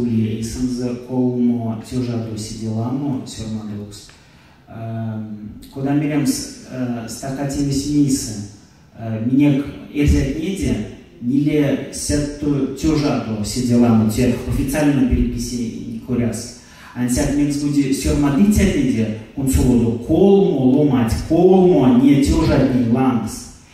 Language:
Erzya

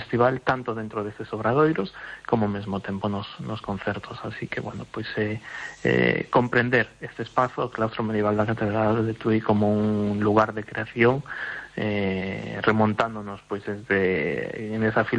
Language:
Galician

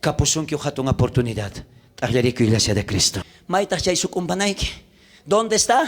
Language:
South Bolivian Quechua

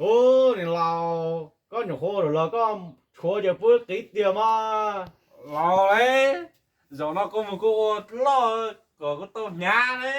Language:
Hmong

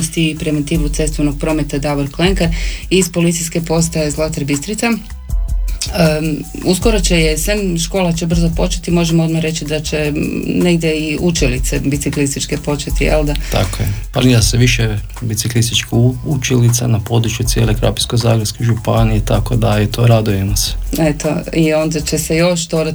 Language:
Croatian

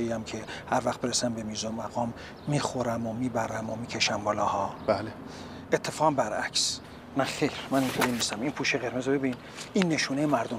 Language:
Persian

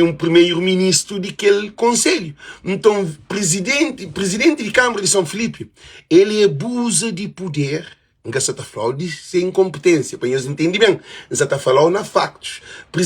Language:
Kabuverdianu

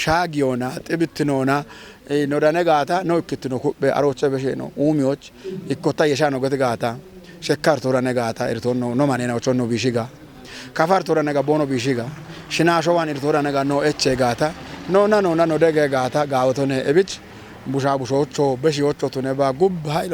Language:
Kafa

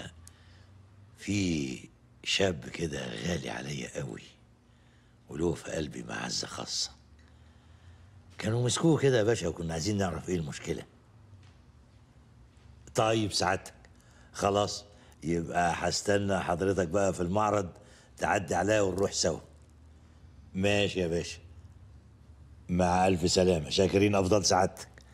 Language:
Egyptian Arabic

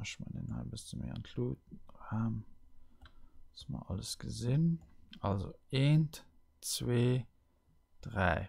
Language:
Luxembourgish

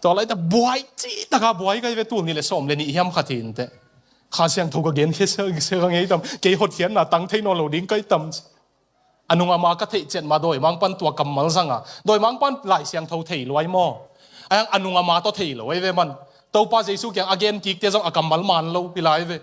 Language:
Tedim Chin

